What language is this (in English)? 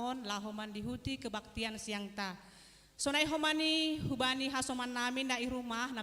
Batak Simalungun